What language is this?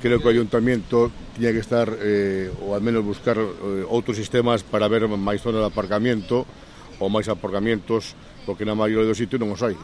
Galician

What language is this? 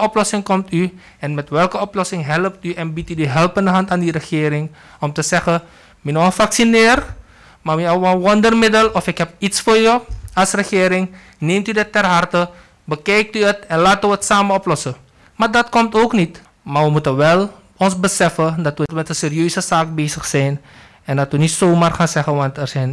Dutch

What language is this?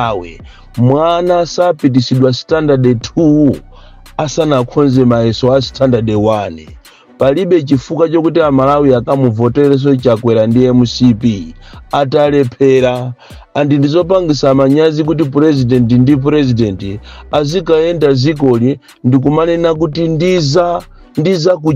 Nyanja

